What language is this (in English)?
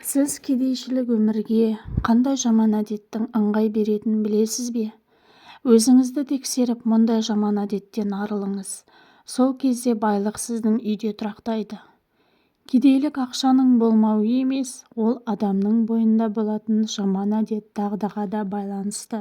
Kazakh